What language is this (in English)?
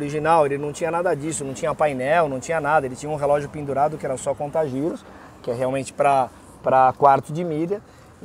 Portuguese